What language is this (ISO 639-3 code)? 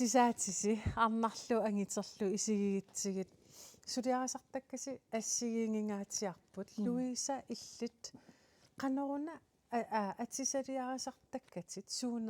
kal